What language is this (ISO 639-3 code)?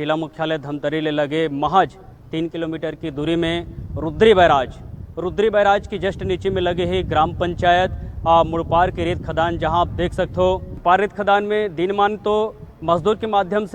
hne